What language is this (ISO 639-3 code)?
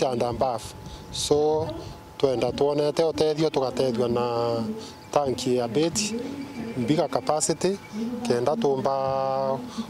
mer